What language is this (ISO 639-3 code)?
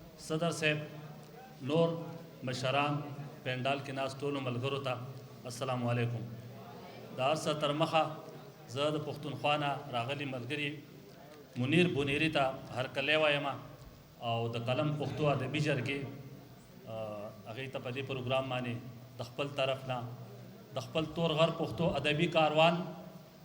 pus